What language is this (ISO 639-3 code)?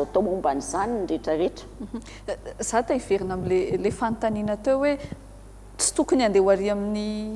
mlg